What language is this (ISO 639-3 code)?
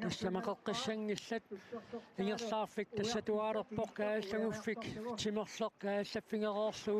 kal